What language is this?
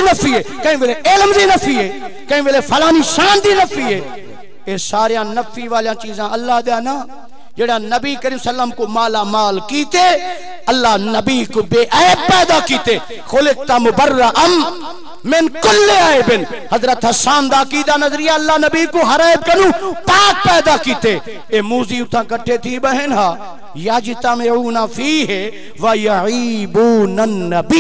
Saraiki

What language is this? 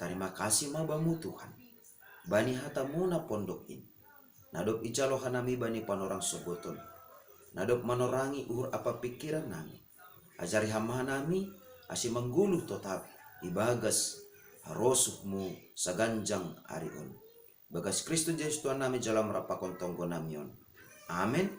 Batak Simalungun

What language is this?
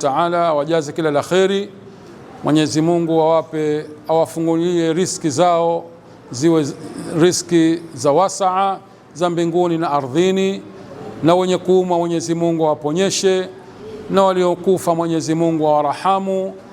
Swahili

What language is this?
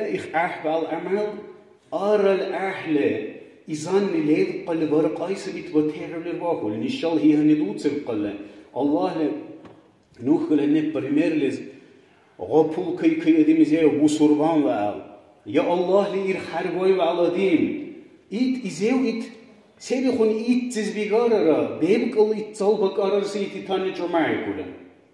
Dargwa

